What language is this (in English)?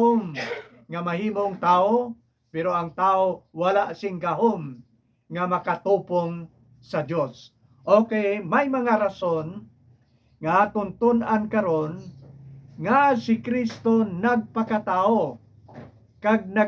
Hiligaynon